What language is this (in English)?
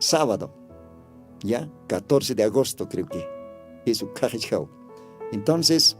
Aymara